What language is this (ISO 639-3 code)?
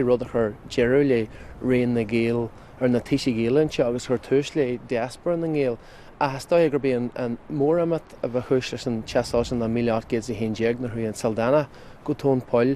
gle